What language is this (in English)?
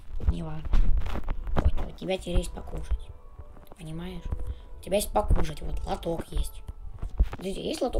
Russian